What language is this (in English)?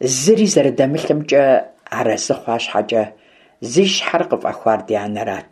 Kabardian